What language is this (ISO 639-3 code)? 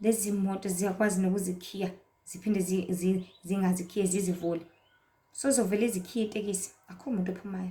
zul